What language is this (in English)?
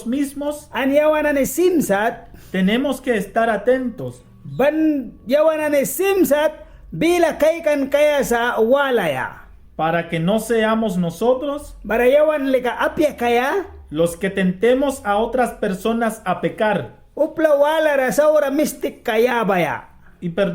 Mískito